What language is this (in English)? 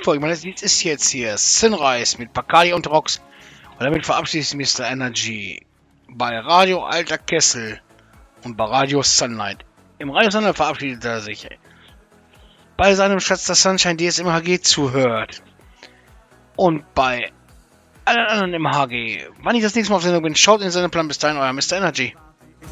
German